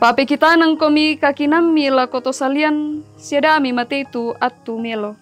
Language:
Toraja-Sa'dan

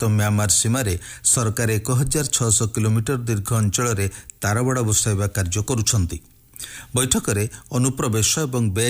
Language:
Odia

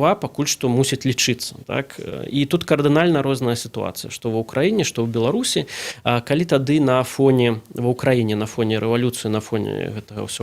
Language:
Belarusian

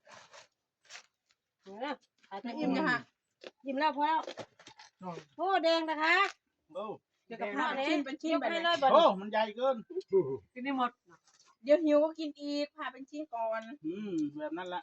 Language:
Northeastern Thai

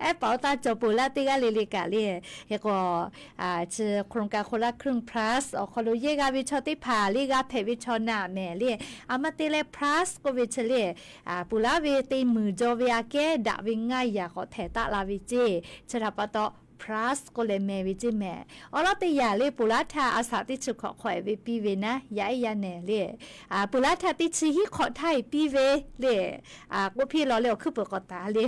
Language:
Lahu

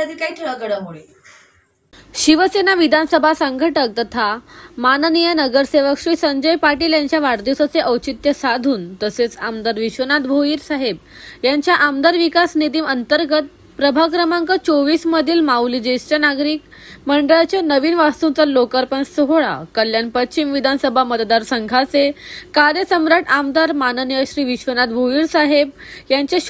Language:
Marathi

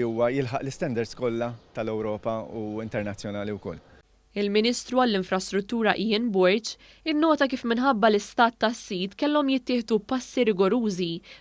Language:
Maltese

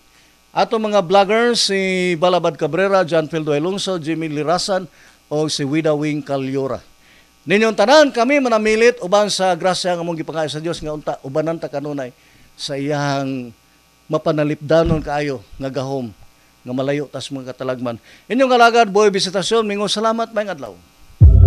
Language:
Cebuano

